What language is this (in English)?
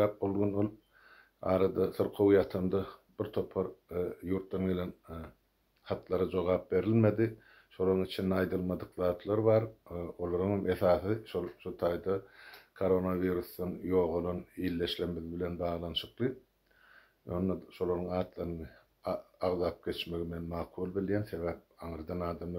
Turkmen